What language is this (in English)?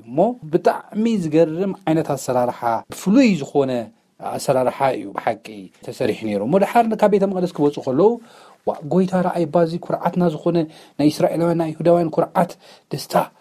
Tigrinya